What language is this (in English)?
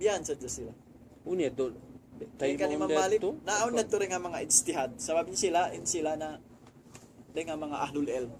Tausug